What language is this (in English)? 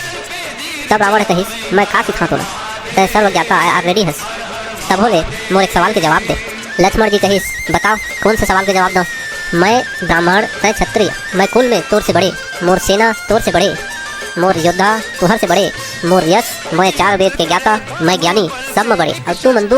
Chhattisgarhi